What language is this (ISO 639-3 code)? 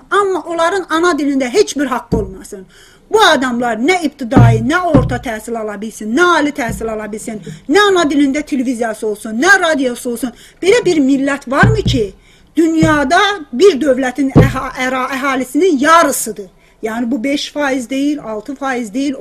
azb